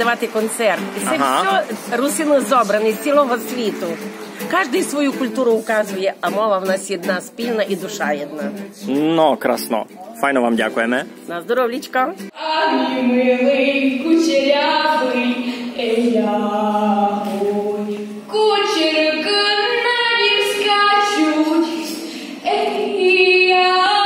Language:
Rusyn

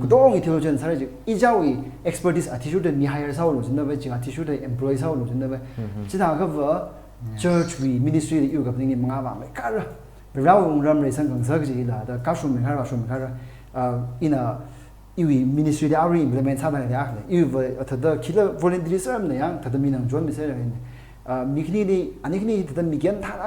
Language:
Tangkhul Naga (India)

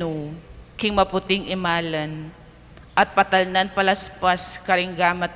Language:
Pampanga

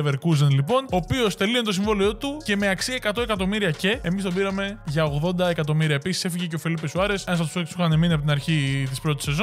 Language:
Greek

